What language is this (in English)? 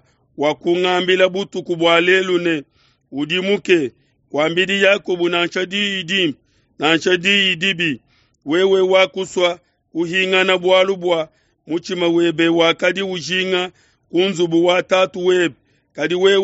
Luba-Lulua